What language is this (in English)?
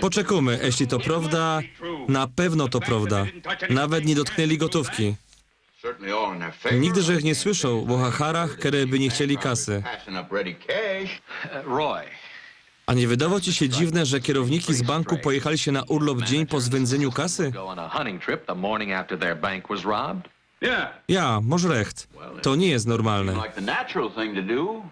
Silesian